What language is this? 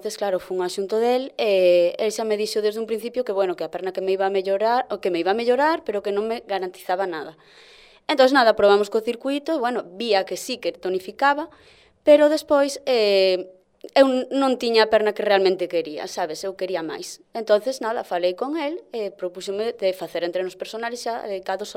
Galician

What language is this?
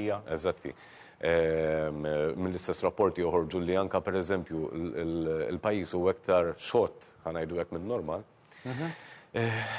Maltese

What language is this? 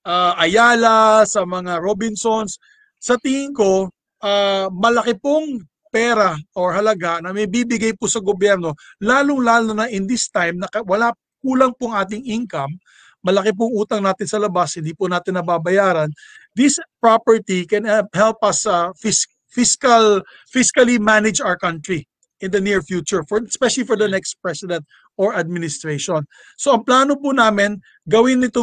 Filipino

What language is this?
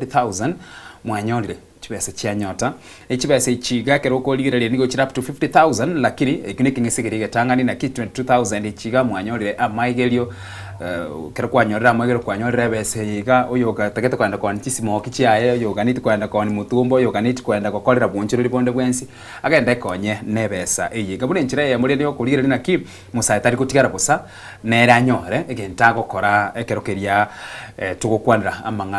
Gusii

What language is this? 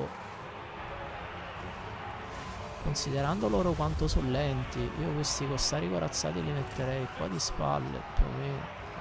Italian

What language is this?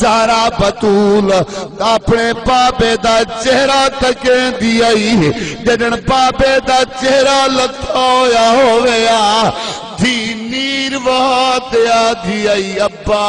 Saraiki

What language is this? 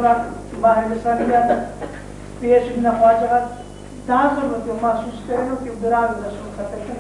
Brahui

